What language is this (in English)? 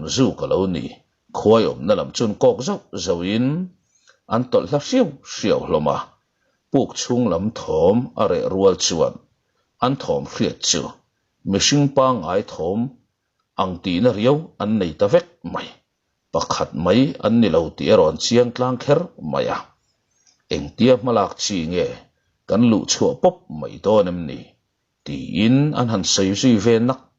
Mizo